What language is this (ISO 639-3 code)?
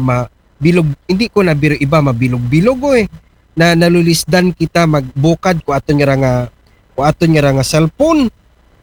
akl